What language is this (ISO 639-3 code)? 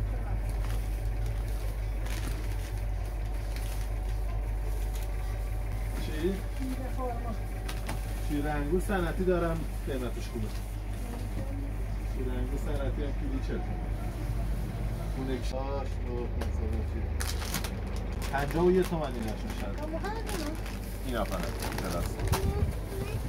fas